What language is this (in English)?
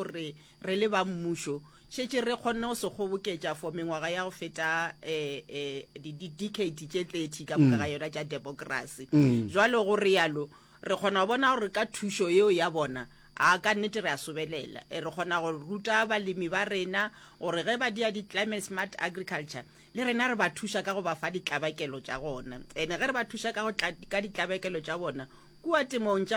Northern Sotho